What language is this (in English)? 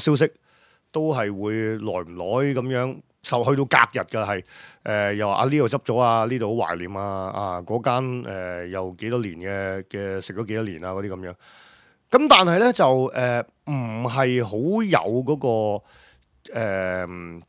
Cantonese